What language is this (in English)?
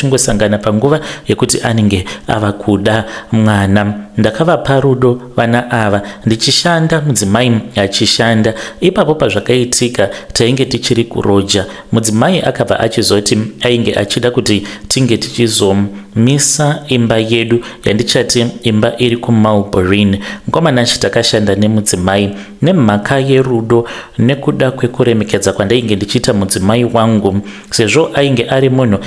Shona